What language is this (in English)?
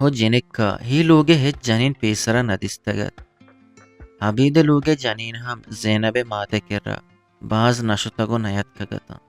Eastern Balochi